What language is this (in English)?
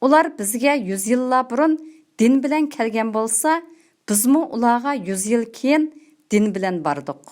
Uyghur